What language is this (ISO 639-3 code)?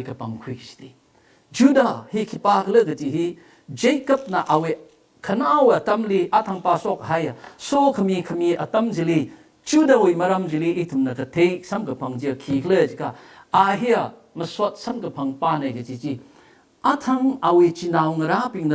nmf